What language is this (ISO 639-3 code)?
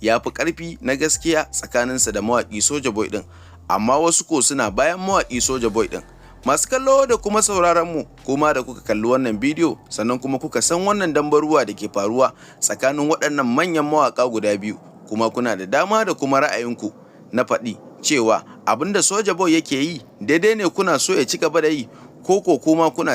hau